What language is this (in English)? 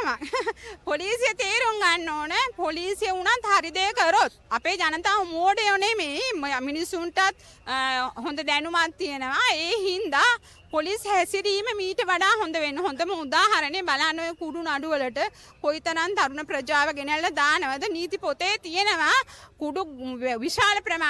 Sinhala